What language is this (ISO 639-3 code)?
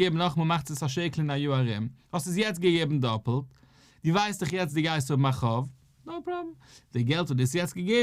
yid